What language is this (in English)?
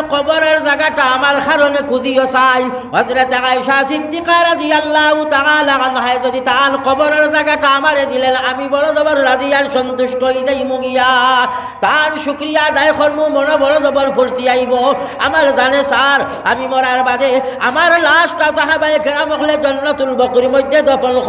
Sylheti